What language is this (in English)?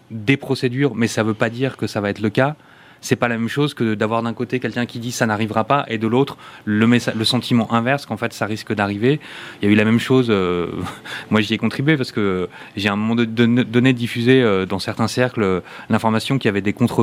French